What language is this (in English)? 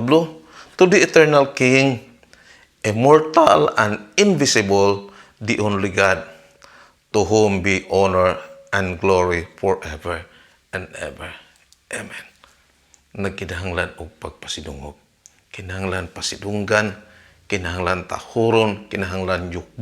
Cebuano